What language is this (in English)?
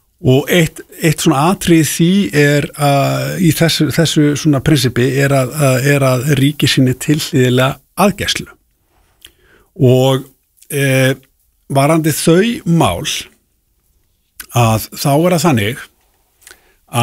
Icelandic